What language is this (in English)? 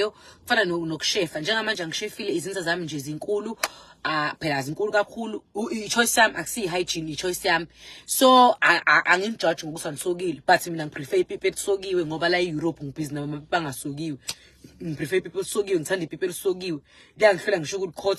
Zulu